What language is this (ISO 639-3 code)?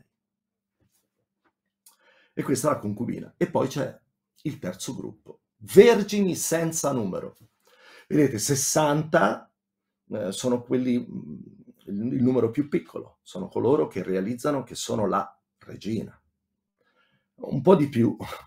ita